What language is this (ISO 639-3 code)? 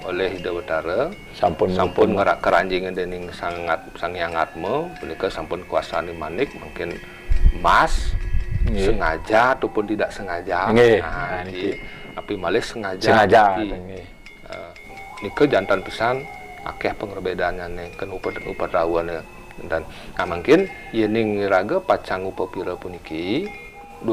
ban